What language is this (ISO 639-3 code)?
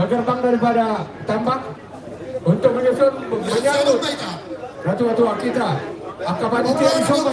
bbc